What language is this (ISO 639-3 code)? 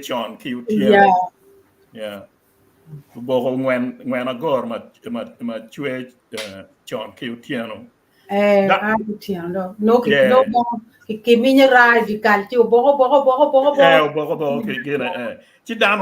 ach